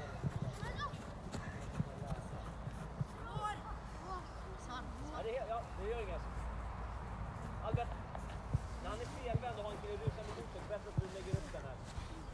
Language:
Swedish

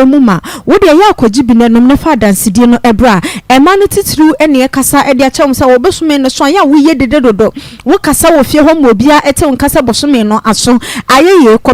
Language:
Akan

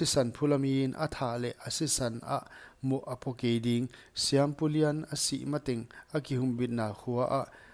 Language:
Paite Chin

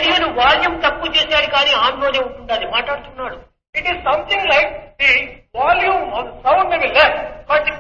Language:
Telugu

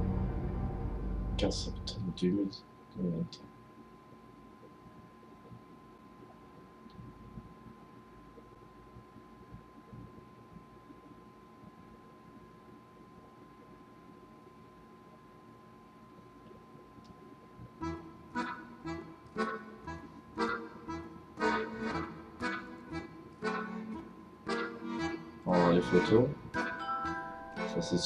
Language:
French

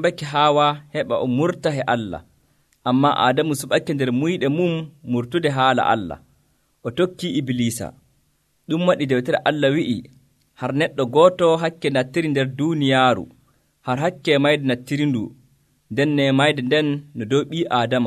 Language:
Nigerian Fulfulde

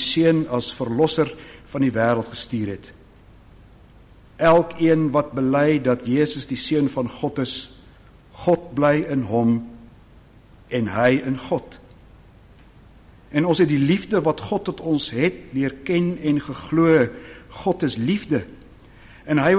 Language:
Afrikaans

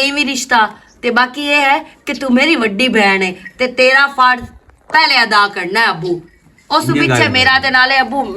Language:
Western Panjabi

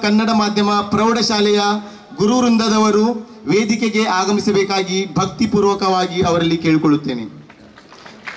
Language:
Kannada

